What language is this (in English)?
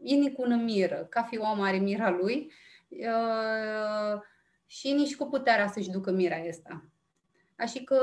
Aromanian